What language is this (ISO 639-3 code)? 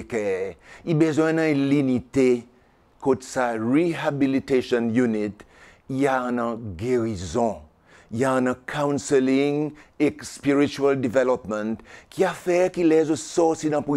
crs